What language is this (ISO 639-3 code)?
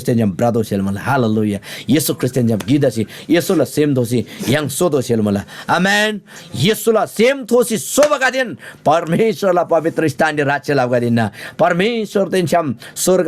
taj